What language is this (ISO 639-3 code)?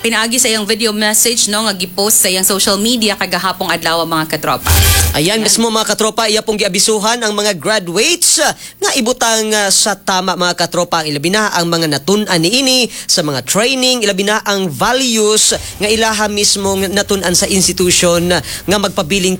ceb